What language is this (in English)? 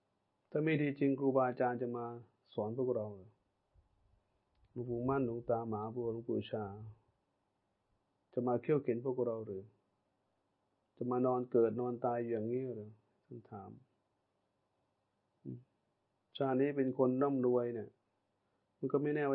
Thai